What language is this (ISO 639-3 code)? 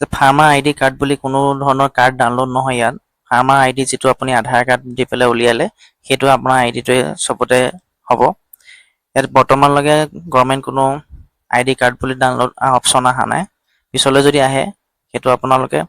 asm